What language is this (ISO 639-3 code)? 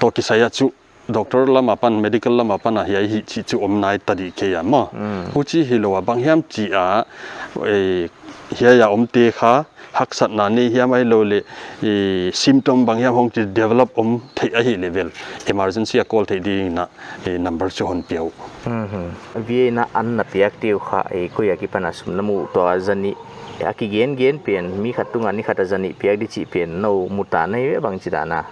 pck